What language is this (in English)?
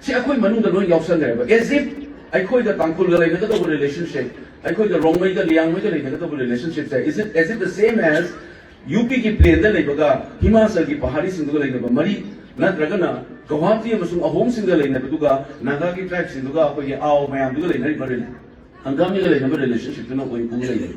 Manipuri